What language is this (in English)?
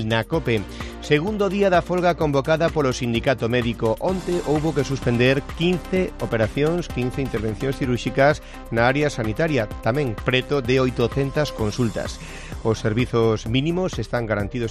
Galician